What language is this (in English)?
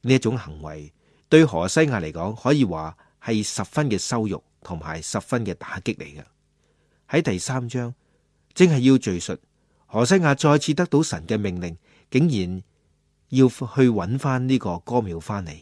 Cantonese